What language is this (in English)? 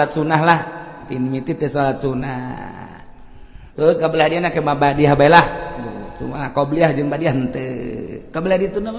Sundanese